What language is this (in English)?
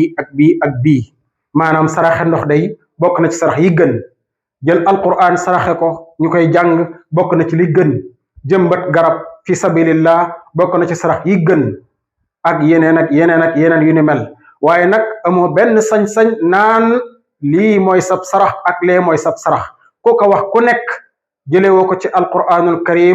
Wolof